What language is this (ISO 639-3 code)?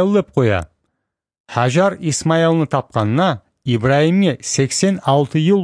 kum